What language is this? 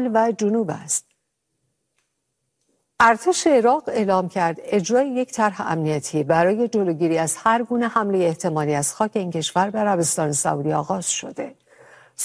Persian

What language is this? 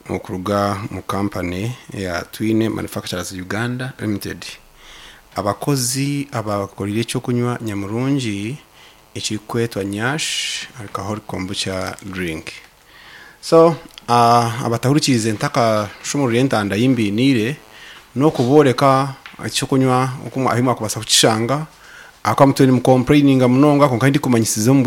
Nyoro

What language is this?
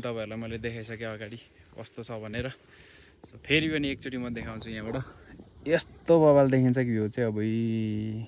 Nepali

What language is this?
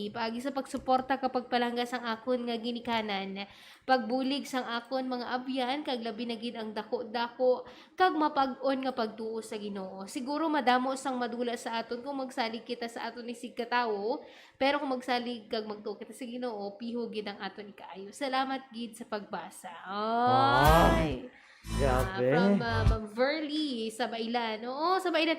Hiligaynon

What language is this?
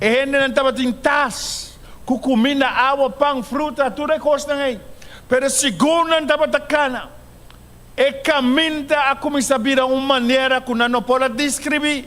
Papiamento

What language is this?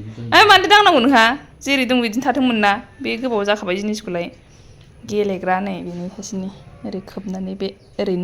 Bodo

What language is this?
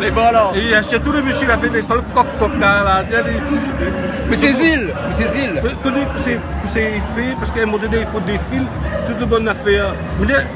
Réunion Creole French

